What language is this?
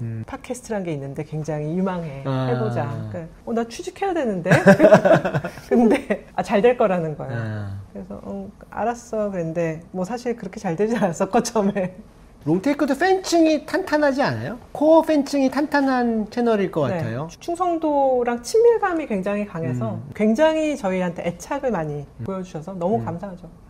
Korean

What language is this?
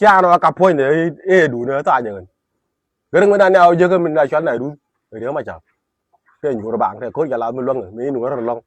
Nuer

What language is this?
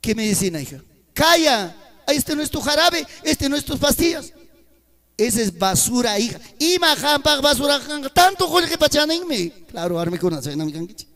Ayacucho Quechua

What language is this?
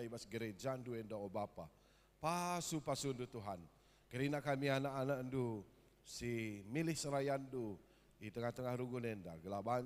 Batak Karo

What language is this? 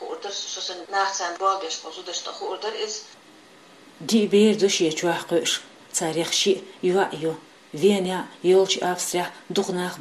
Chechen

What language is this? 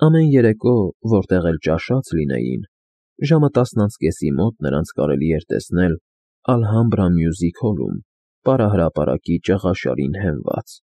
Armenian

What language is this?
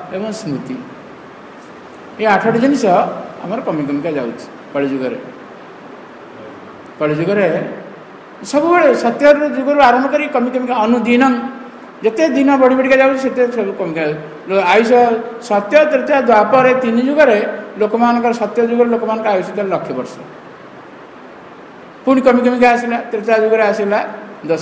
Odia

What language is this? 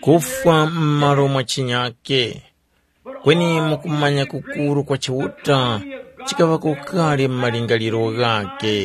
Tumbuka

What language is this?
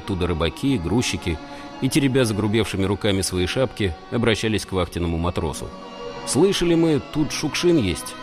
Russian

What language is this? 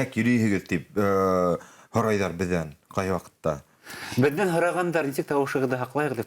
Bashkir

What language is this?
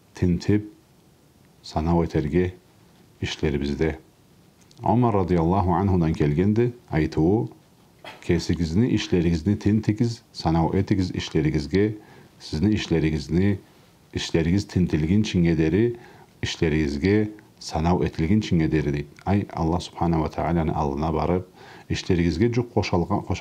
Karachay-Balkar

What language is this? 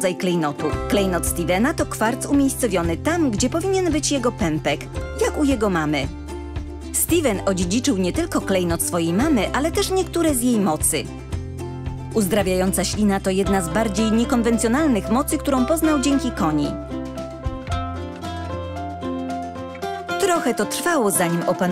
Polish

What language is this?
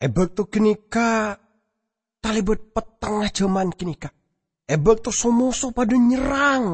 Madurese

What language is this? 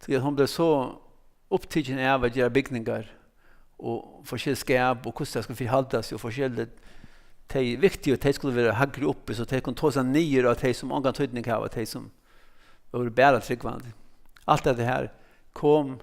Faroese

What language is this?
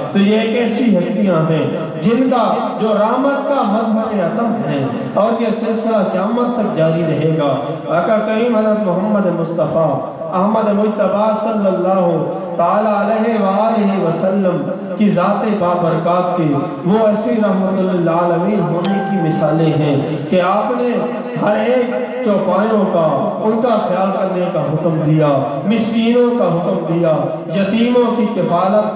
Urdu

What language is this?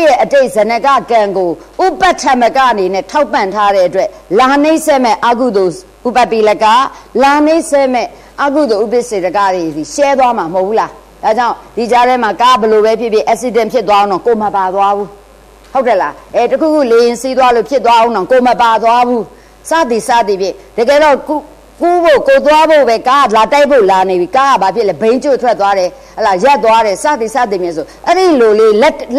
Burmese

